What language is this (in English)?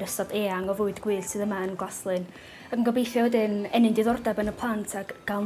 Welsh